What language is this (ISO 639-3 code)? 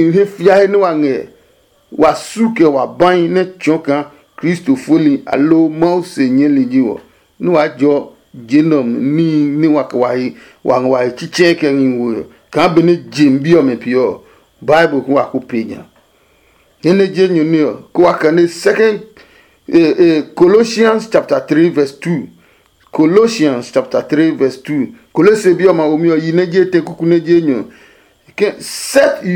ada